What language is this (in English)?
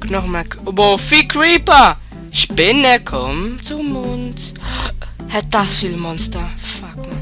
Swiss German